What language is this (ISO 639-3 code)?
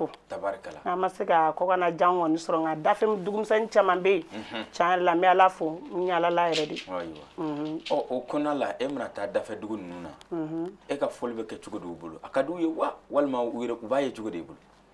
bam